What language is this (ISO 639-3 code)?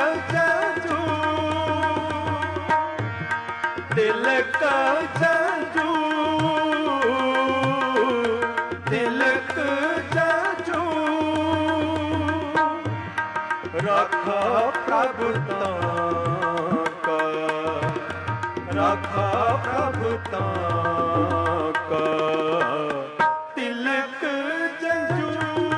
pan